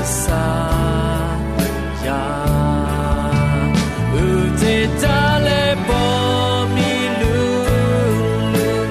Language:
Akha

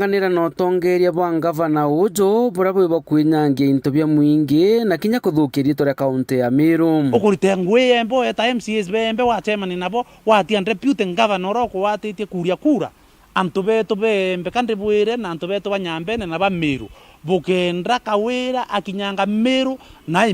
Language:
Meru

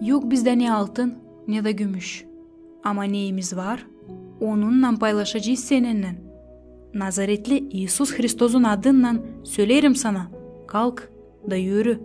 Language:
Gagauz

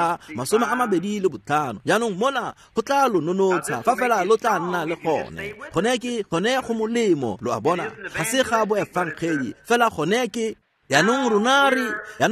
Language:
Tswana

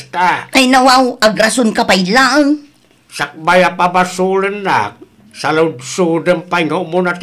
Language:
Iloko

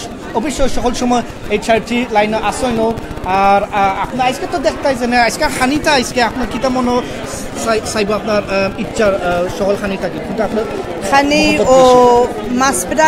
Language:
Sylheti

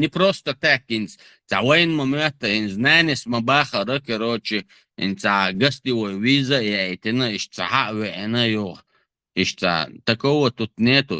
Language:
Chechen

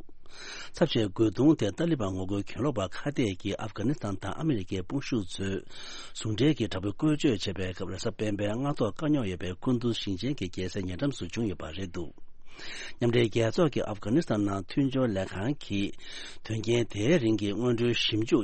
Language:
Tibetan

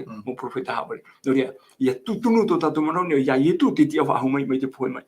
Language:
Tahitian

